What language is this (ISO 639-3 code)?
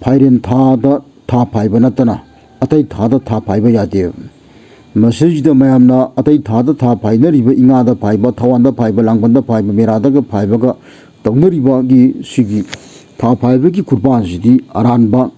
mni